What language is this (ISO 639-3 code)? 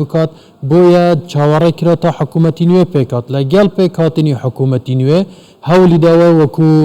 ckb